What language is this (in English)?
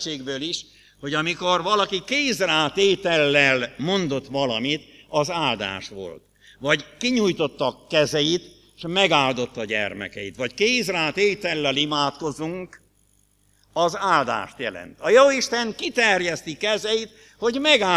Hungarian